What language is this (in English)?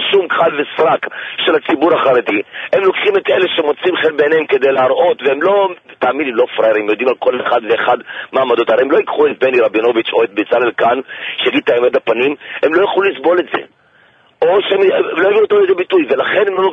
Hebrew